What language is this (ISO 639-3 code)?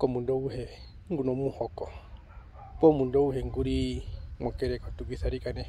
her